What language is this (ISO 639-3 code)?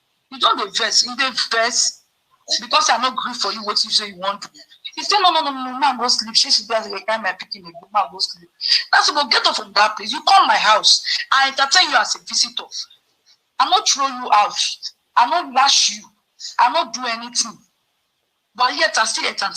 pcm